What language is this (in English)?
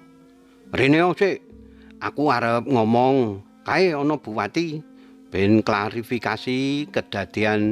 Javanese